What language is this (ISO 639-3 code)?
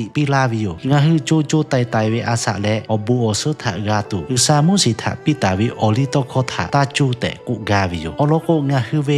lhu